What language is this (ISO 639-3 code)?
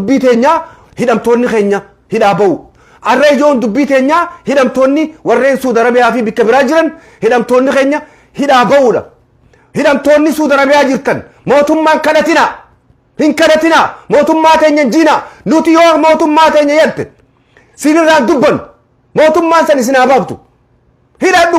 orm